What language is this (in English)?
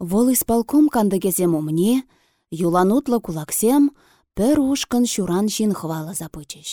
Chuvash